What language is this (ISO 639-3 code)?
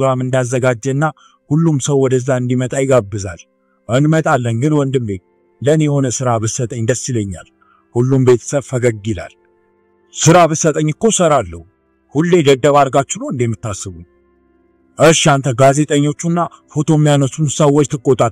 amh